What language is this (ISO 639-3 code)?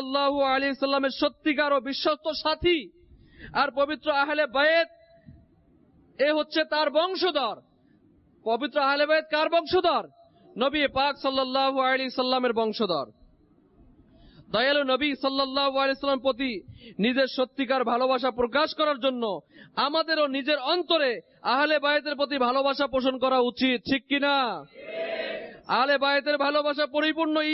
ben